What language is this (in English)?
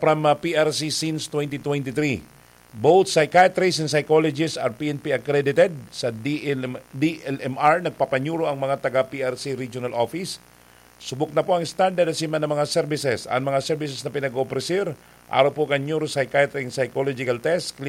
Bikol